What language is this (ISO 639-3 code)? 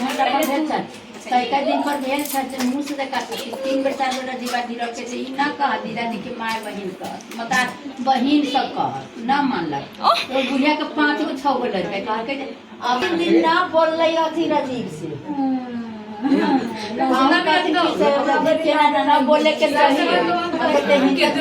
mai